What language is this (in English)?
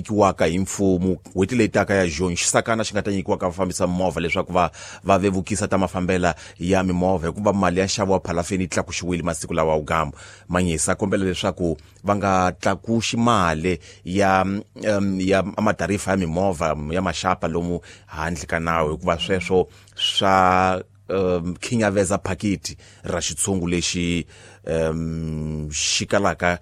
Tsonga